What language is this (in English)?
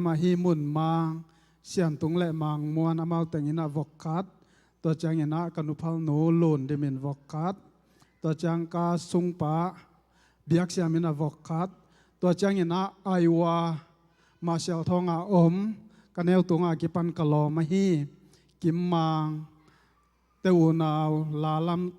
Tedim Chin